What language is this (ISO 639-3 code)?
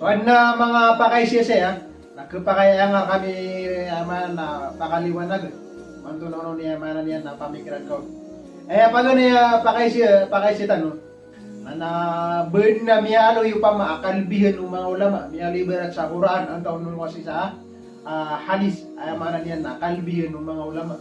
mrw